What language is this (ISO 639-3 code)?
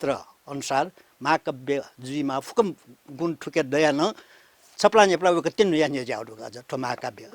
new